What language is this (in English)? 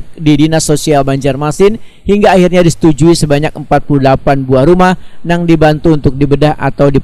Banjar